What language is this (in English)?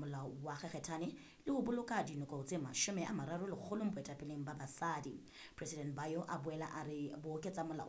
Southern Sotho